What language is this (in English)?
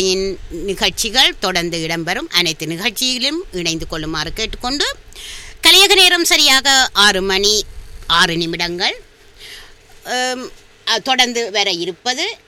Tamil